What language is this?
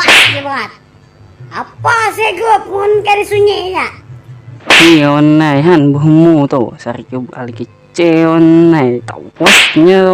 Banjar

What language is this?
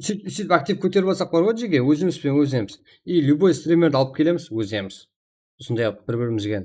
Kara-Kalpak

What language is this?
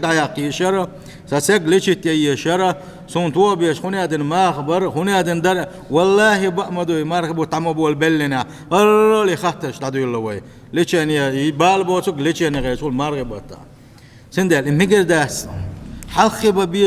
Chechen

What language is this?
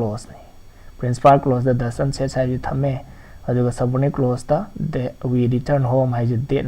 Manipuri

